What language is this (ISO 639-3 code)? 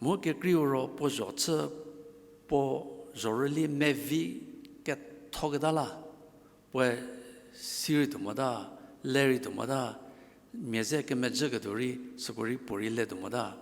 njm